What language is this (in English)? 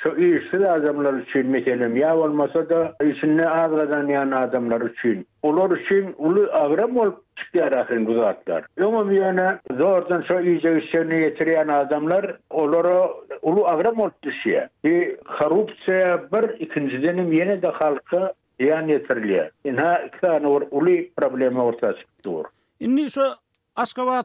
Turkmen